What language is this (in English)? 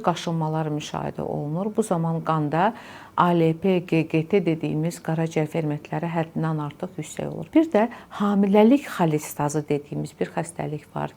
Azerbaijani